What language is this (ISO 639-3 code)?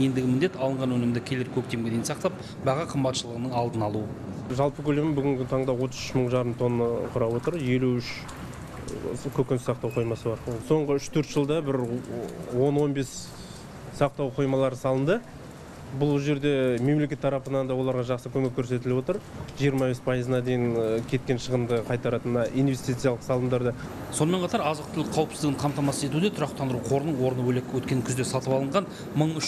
kaz